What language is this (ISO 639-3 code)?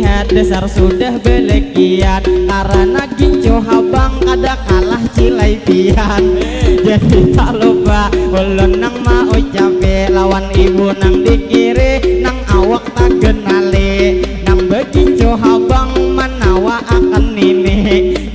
bjn